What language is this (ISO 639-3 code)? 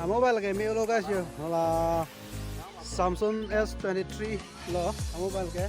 mjw